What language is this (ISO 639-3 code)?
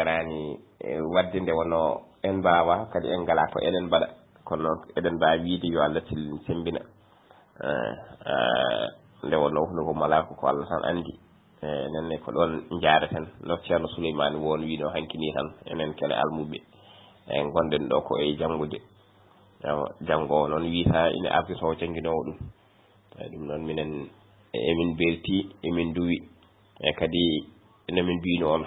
ful